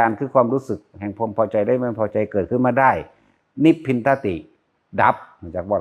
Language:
Northeastern Thai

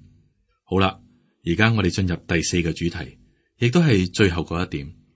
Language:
Cantonese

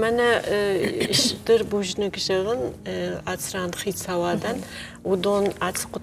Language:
Ossetic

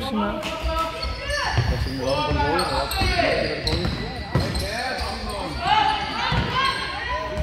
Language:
Icelandic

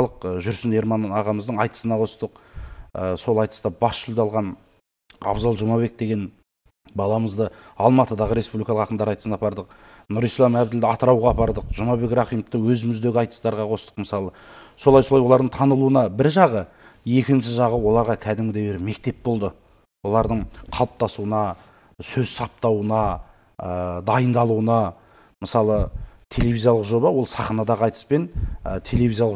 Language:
Kazakh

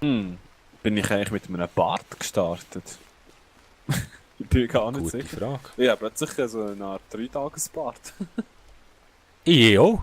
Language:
Swiss German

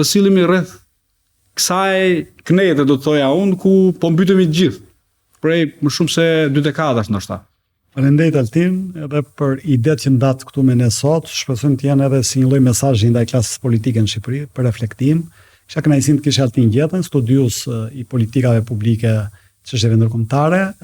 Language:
Albanian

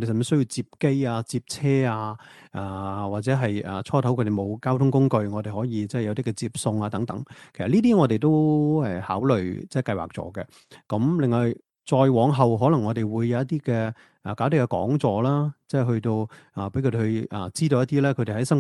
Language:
Cantonese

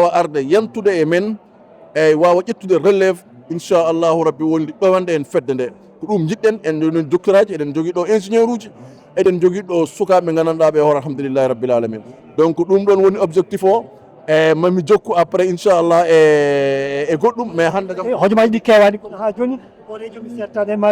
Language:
Fula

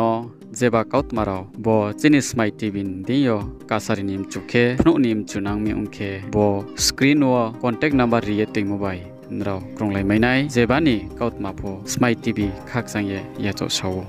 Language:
Riang (India)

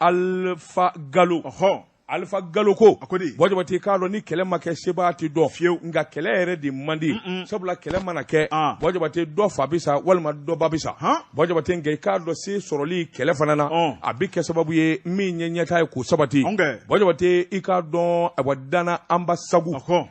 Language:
Bambara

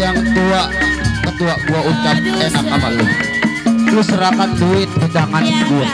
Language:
Betawi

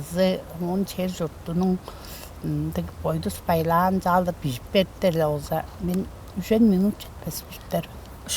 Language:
Tuvinian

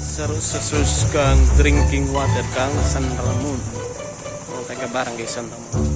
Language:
Bikol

